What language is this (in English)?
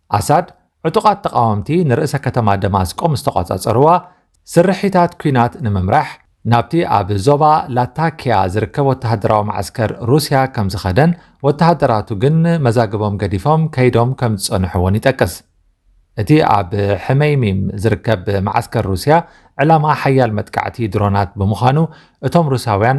Tigrinya